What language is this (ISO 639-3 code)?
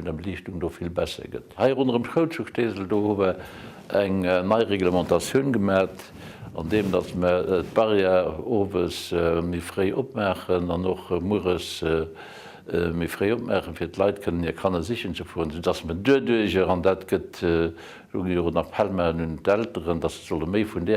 ltz